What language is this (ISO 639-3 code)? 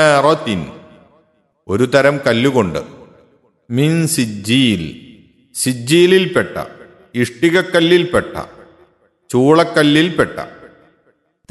mal